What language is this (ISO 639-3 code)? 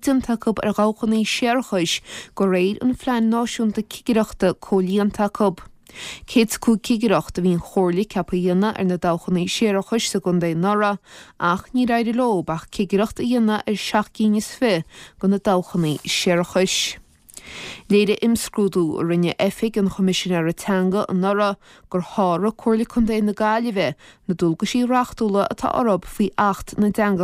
gle